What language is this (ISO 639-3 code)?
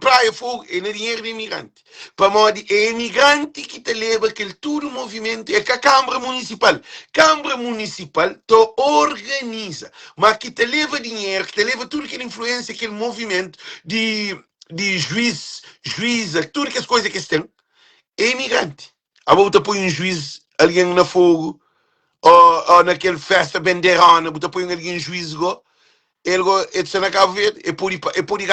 kea